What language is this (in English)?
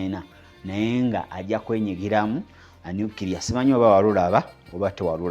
Ganda